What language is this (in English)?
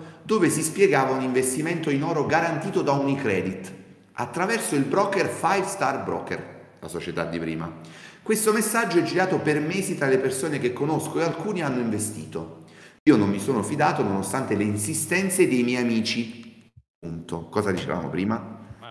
Italian